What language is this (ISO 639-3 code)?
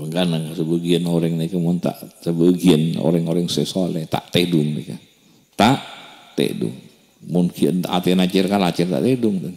mad